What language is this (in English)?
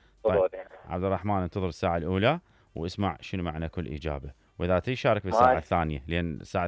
Mesopotamian Arabic